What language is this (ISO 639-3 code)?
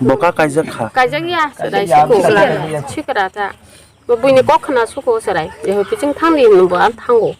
trp